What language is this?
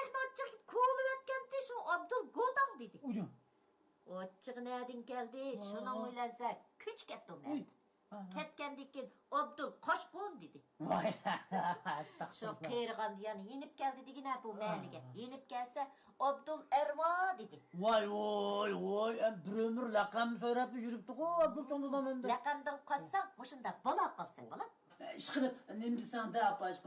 Uyghur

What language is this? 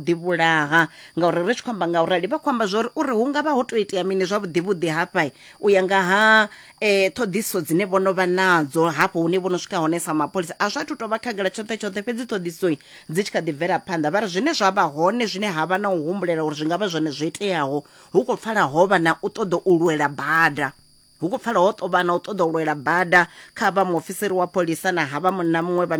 Venda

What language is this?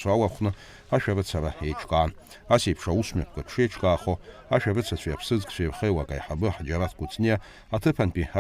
Abkhazian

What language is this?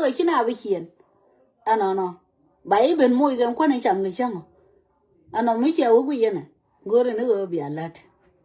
Nuer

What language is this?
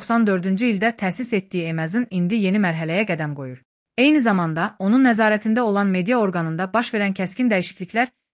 Azerbaijani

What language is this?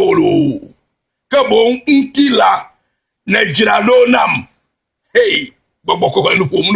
Ewe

